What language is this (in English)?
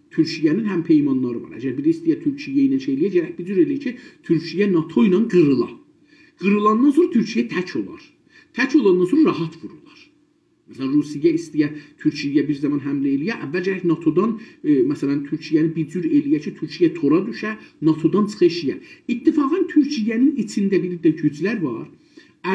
South Azerbaijani